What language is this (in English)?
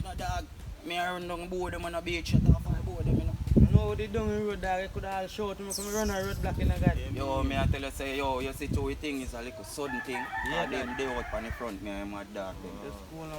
Jamaican Creole English